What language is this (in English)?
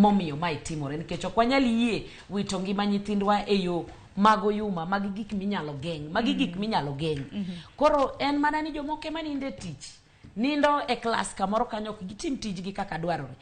Luo (Kenya and Tanzania)